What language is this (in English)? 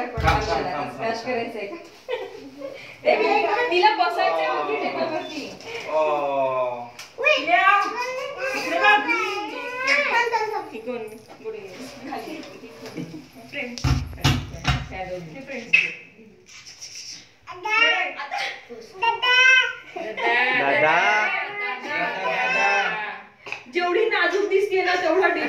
Marathi